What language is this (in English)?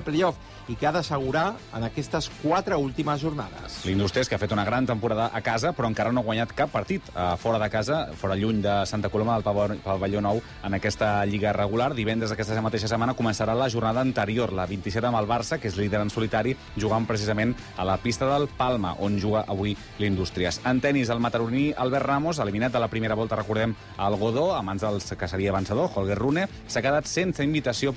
Catalan